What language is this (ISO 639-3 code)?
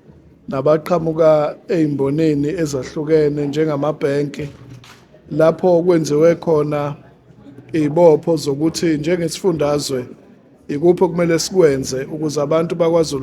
zul